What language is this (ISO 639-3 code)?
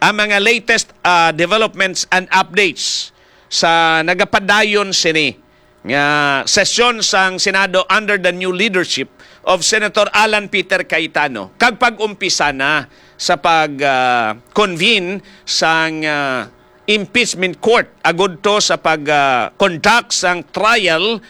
hil